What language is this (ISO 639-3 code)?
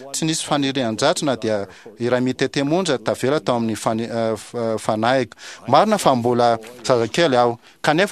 mlg